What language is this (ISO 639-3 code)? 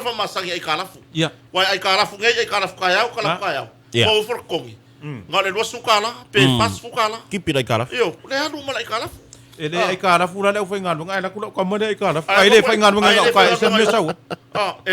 smo